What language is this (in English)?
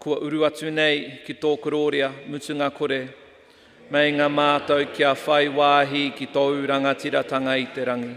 Māori